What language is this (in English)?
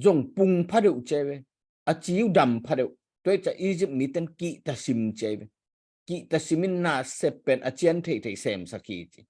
Tedim Chin